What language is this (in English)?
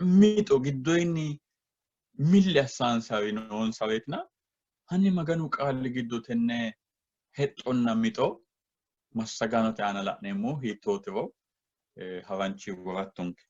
Sidamo